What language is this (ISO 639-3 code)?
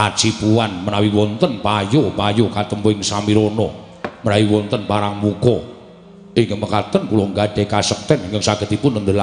jav